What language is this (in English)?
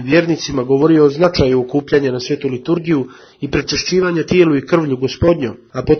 Serbian